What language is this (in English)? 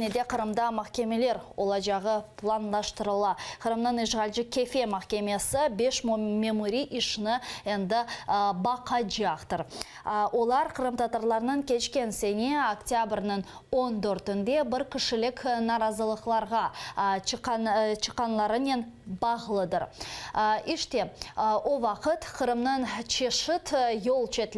Crimean Tatar